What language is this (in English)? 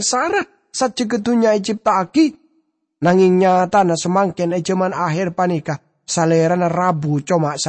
Madurese